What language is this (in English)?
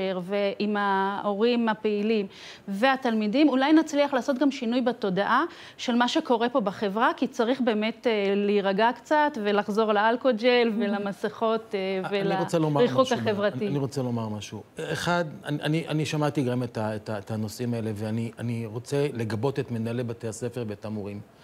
Hebrew